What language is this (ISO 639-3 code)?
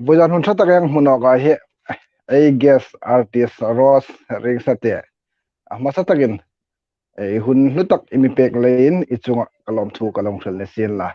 hmr